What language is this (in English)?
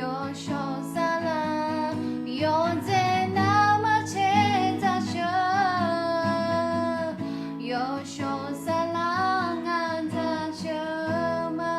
Akha